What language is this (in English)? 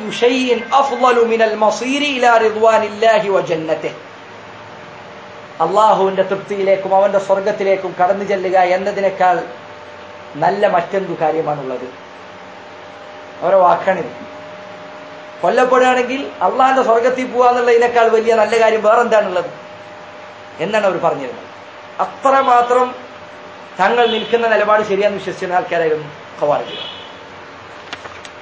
Malayalam